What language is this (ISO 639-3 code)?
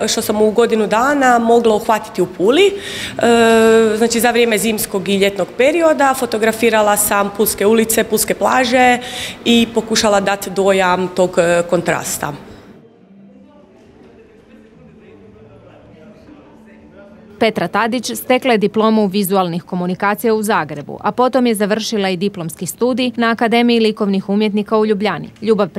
hrv